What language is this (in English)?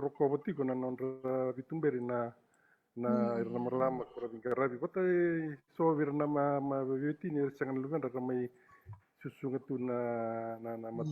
Fijian